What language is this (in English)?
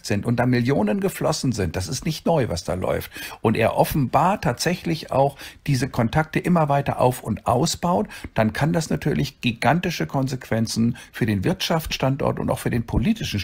German